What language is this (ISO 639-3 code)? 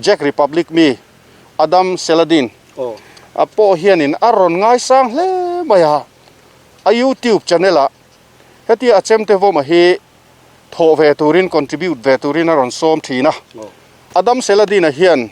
lus